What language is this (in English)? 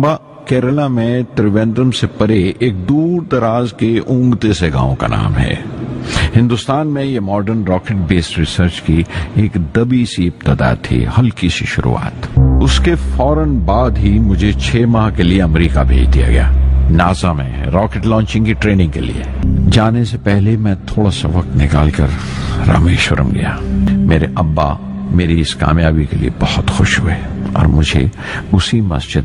Urdu